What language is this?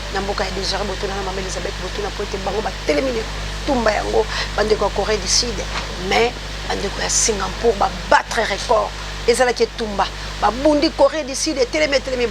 Lingala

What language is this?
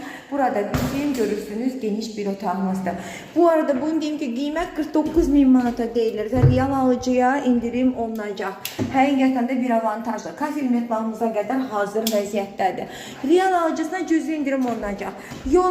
Azerbaijani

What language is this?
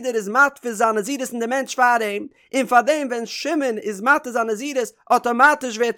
Yiddish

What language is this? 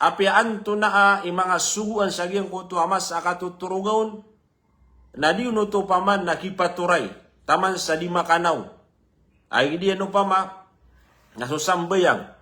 Maranao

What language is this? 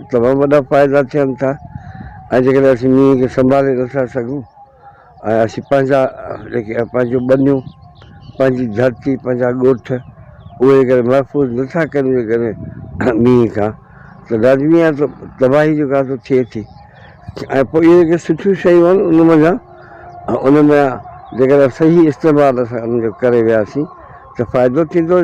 Sindhi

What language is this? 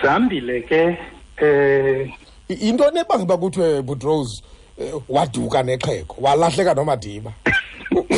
Xhosa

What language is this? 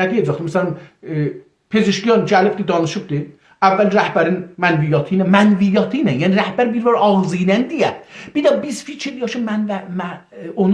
South Azerbaijani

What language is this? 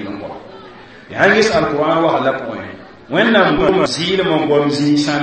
Mossi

